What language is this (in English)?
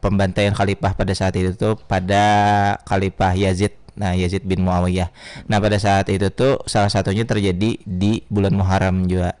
Banjar